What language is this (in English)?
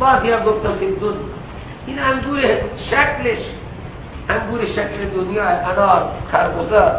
Persian